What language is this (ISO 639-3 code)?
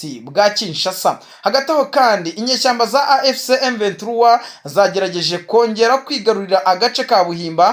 kin